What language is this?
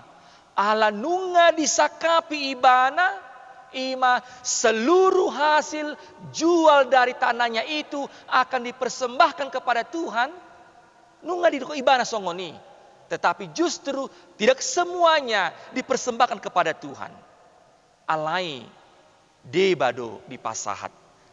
Batak Toba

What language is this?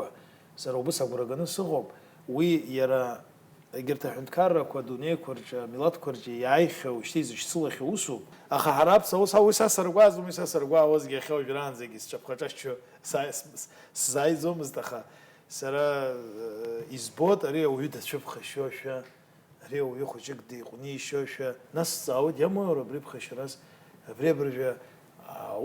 Abkhazian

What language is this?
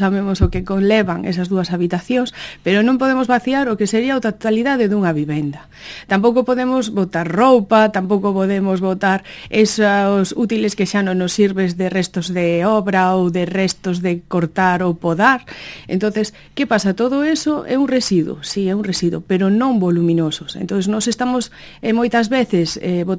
Galician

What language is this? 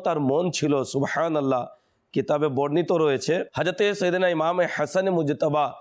Bangla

